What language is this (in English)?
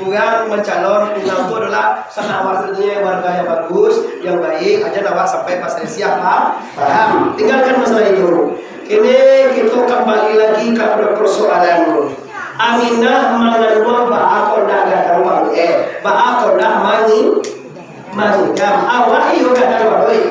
Minangkabau